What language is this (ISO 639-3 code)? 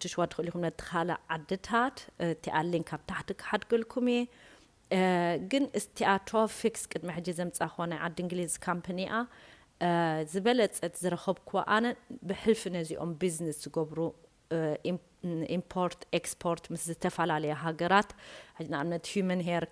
tir